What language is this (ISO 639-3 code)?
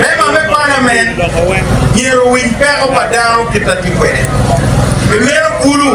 ach